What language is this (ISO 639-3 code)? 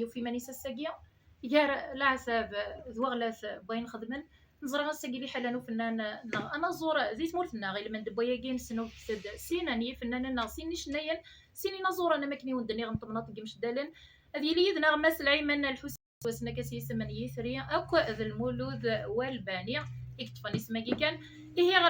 kab